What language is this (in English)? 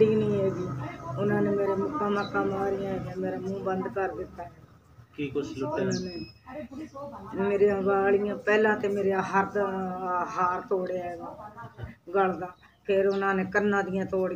Punjabi